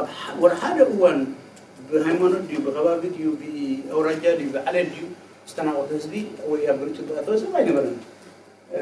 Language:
Tigrinya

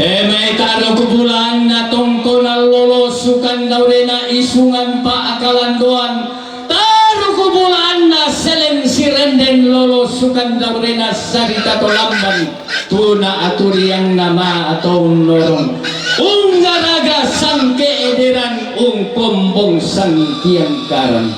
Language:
Toraja-Sa'dan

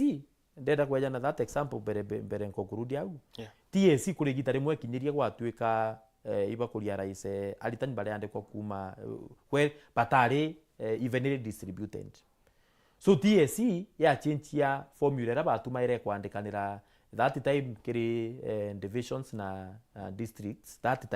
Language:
Meru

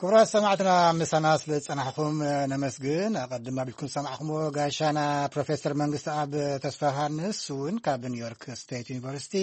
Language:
Tigrinya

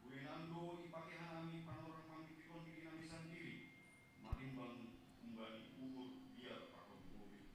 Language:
Batak Simalungun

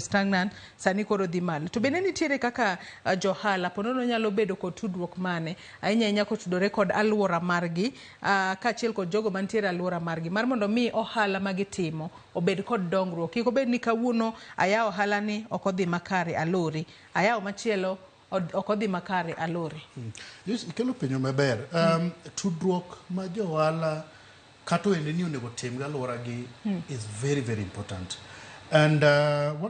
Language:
Luo (Kenya and Tanzania)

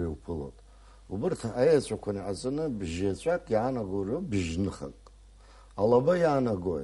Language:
Abkhazian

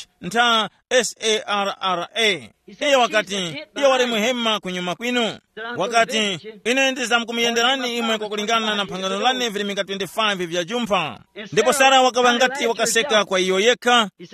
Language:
Tumbuka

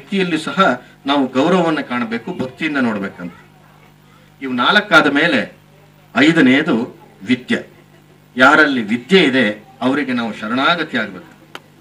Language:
Kannada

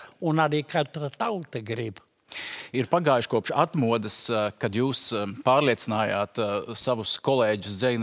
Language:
Latvian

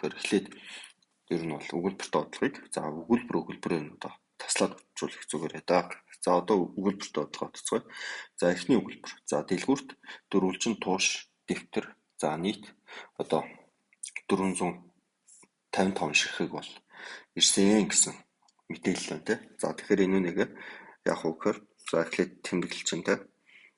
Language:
Mongolian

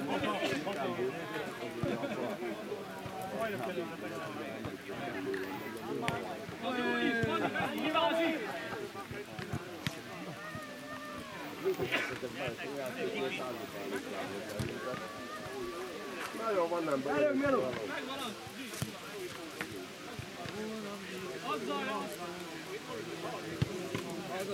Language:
Hungarian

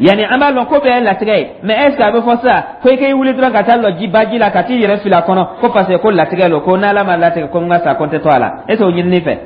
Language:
Dyula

